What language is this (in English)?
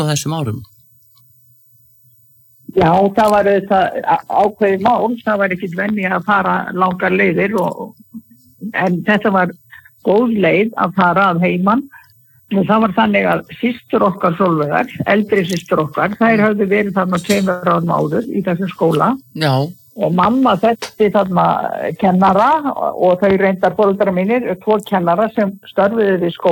Icelandic